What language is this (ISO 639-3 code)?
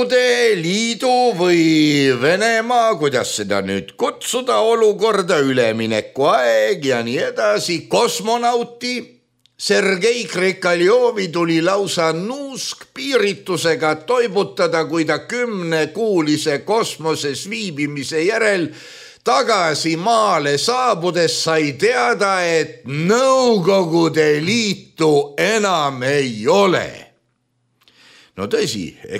est